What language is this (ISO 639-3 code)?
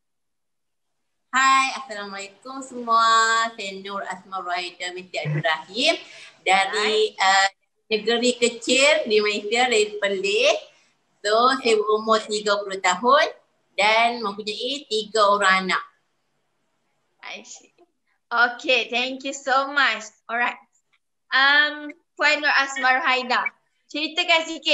msa